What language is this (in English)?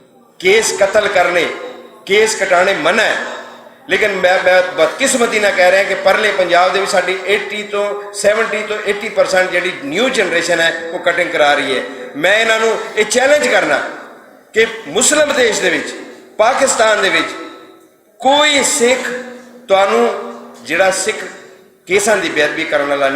Western Panjabi